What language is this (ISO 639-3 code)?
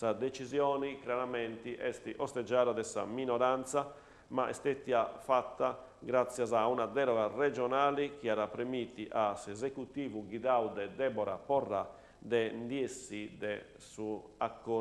srd